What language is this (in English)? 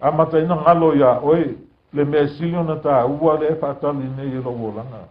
Samoan